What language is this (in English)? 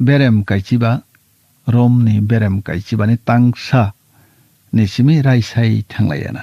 Kok Borok